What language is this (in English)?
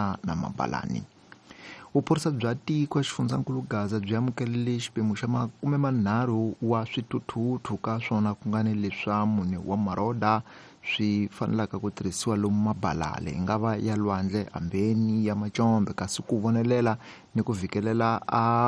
Tsonga